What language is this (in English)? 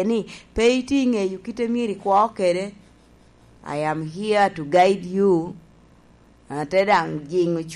Lango (Uganda)